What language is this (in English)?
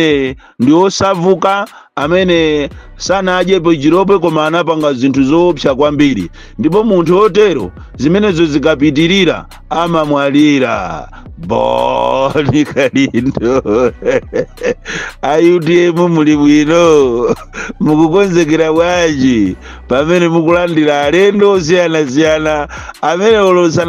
Nyanja